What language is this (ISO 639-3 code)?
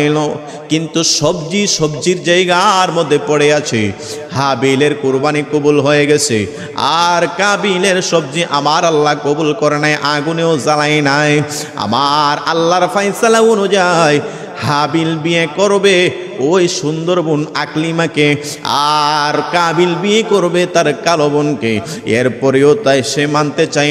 ben